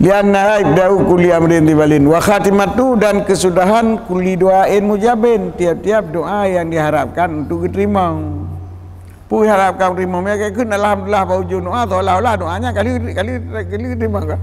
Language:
Achinese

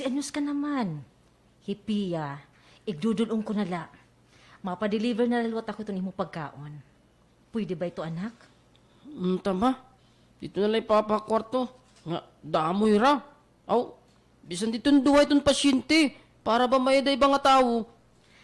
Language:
Waray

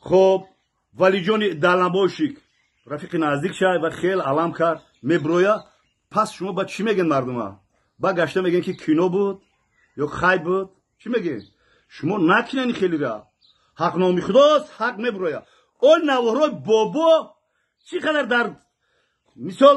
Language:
Tajik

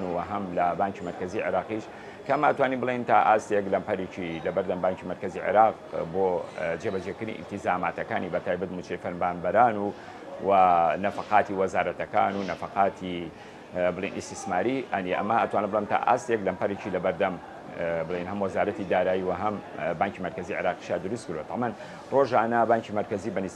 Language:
Central Kurdish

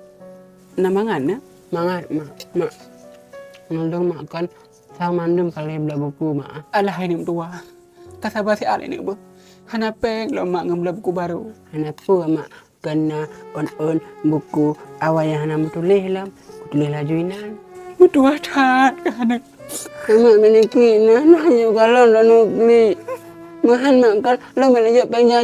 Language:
Achinese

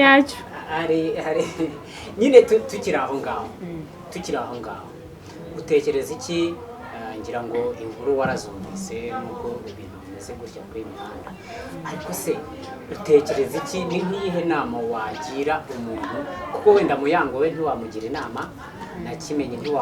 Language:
Kinyarwanda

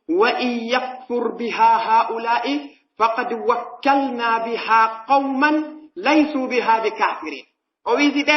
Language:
Pular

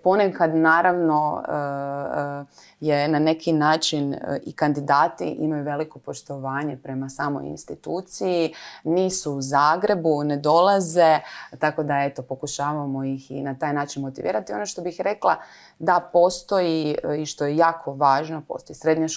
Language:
Croatian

